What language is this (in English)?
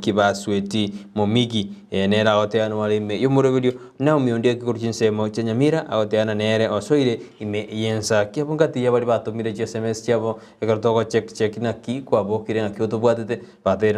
Gusii